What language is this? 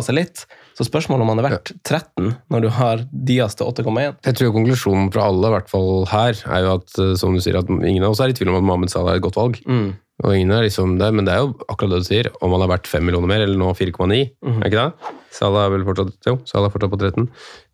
Norwegian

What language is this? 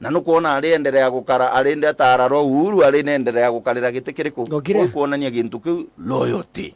Meru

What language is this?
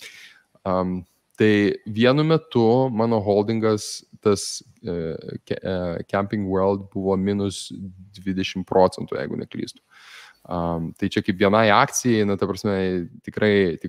Lithuanian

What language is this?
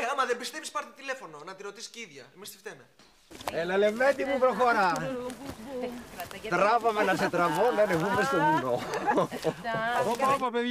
Greek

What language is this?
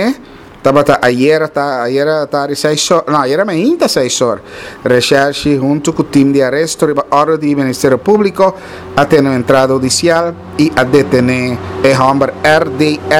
Papiamento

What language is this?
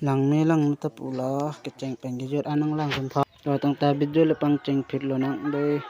Karbi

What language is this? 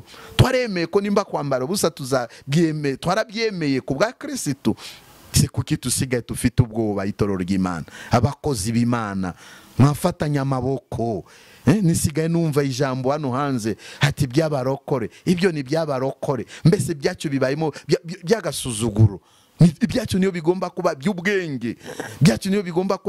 Kinyarwanda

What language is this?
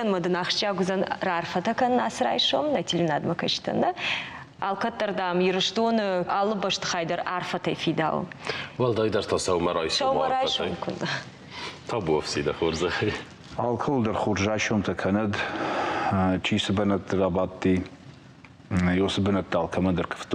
Ossetic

